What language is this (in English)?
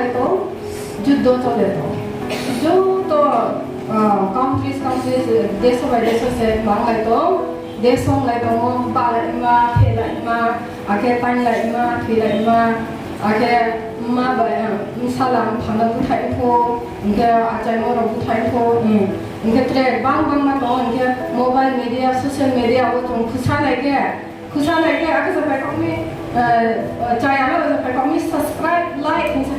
Riang (India)